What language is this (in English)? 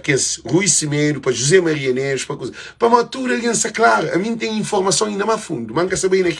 Kabuverdianu